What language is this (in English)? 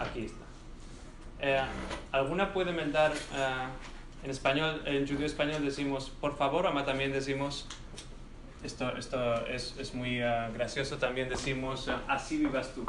Ladino